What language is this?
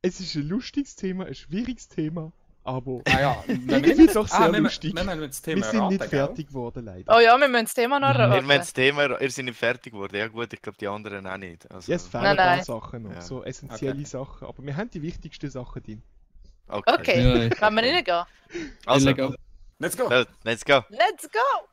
Swiss German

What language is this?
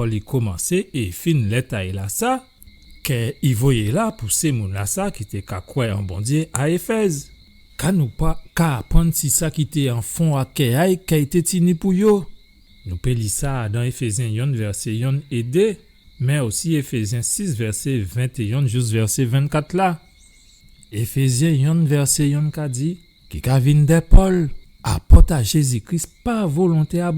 Guadeloupean Creole French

